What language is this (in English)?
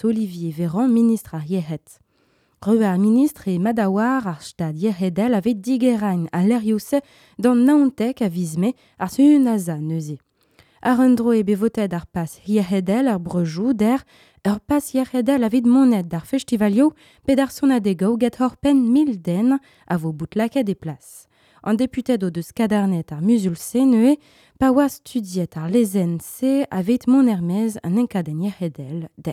Breton